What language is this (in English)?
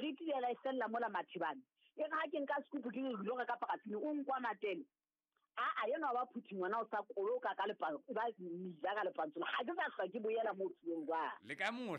Southern Sotho